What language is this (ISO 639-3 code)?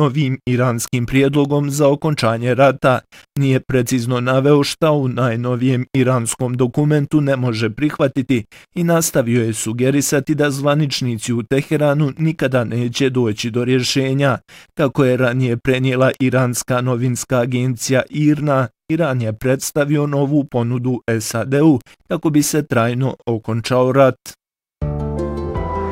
bos